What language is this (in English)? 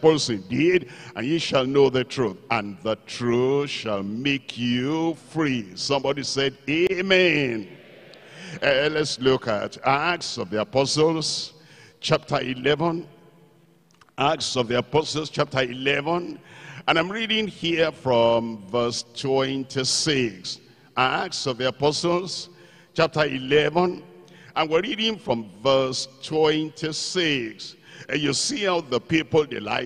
English